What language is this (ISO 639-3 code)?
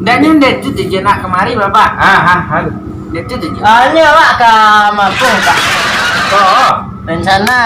min